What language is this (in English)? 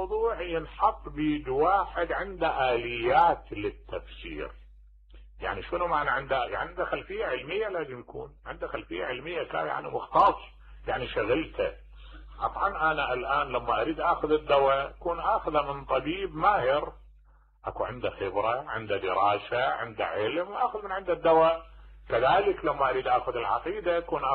Mesopotamian Arabic